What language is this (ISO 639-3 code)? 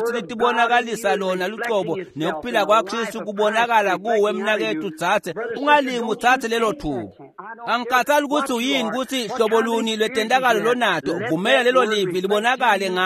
ssw